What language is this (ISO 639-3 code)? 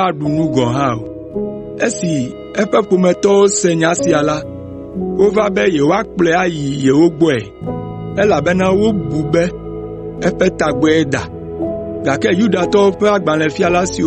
ewe